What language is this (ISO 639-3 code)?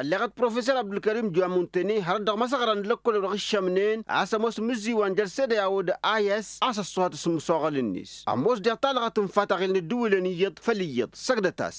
taq